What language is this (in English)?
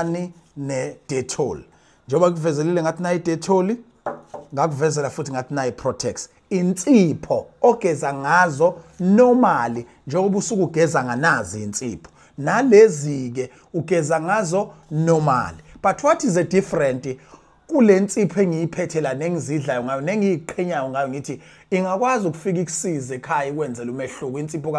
Zulu